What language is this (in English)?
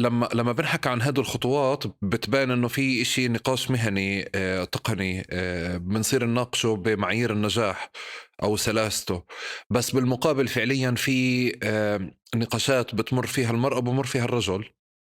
North Levantine Arabic